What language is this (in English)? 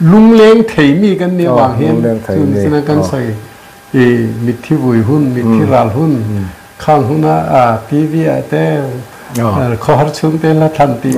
Mizo